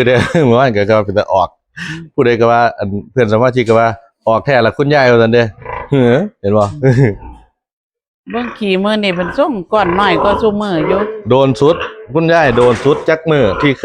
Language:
Northeastern Thai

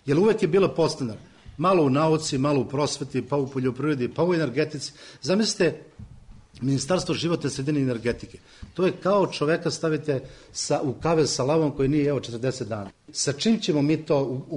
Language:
Serbian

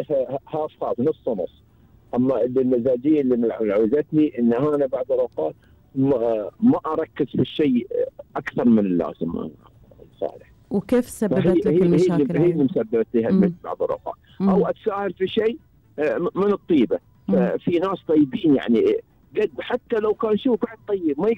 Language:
Gulf Arabic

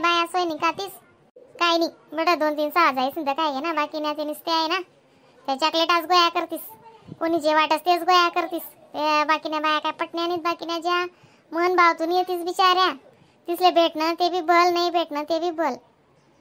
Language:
Khandesi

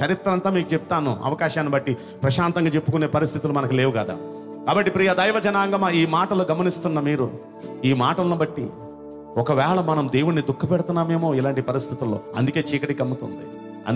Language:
Telugu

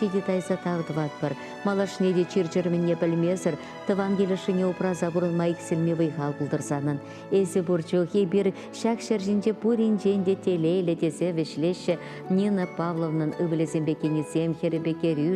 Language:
Chuvash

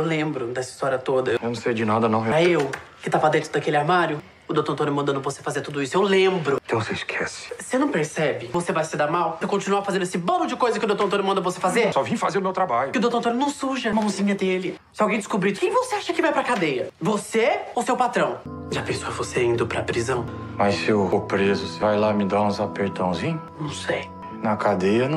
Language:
Portuguese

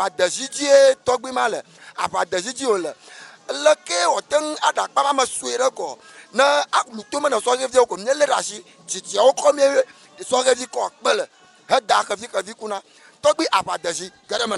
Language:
Ewe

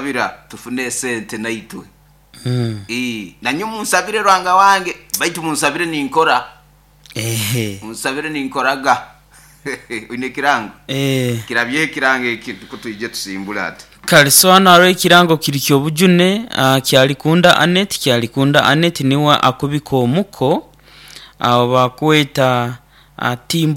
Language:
Nyoro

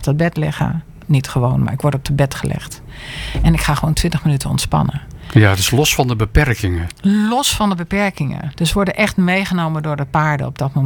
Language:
Dutch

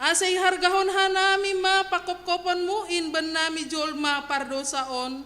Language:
Batak Simalungun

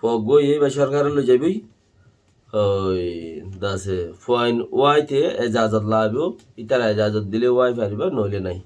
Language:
Rohingya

